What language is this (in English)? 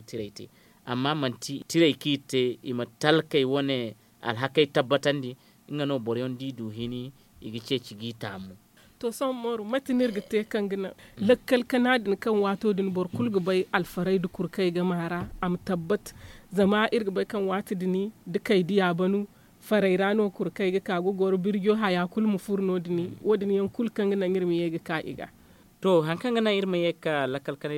Zarma